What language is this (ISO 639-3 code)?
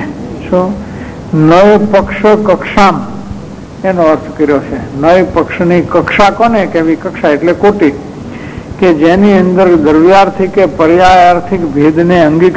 guj